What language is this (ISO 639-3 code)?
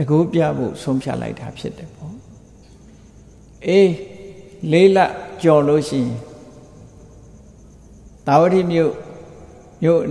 mya